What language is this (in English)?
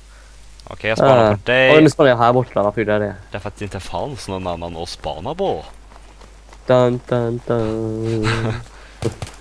Swedish